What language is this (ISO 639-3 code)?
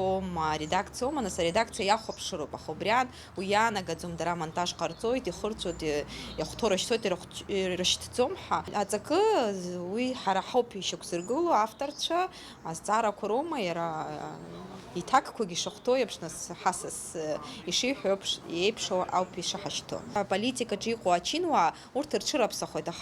abk